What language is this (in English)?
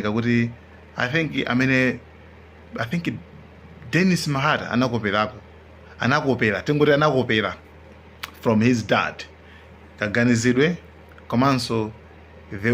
Nyanja